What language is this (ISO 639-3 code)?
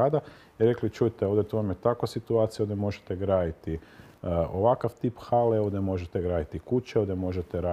hrv